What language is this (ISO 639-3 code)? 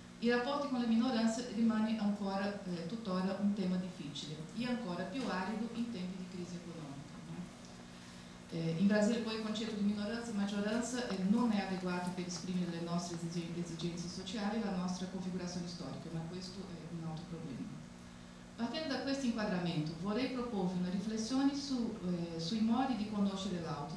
ita